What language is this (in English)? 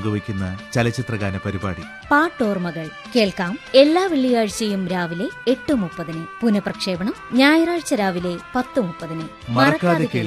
Malayalam